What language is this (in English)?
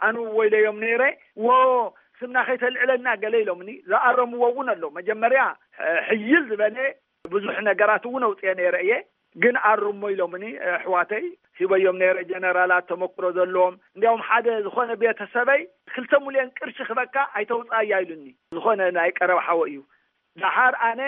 Tigrinya